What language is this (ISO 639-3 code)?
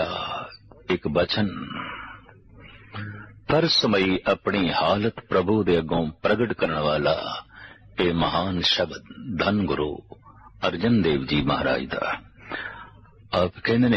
pan